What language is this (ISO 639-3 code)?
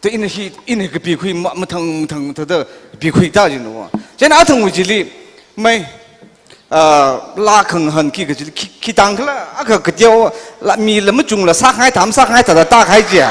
nmf